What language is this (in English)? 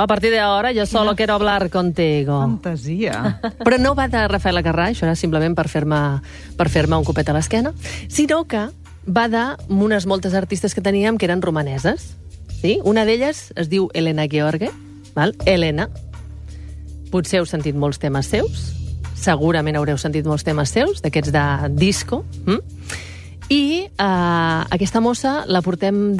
Catalan